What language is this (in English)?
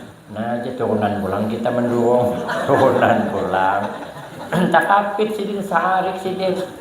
Banjar